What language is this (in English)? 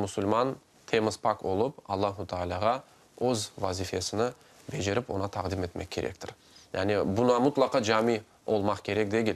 Crimean Tatar